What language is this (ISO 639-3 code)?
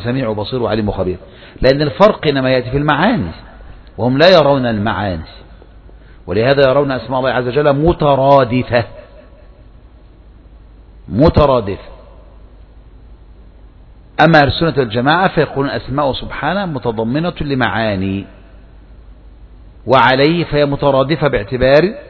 ara